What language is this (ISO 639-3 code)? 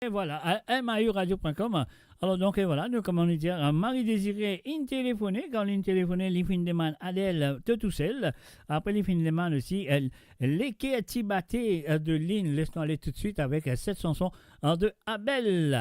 mfe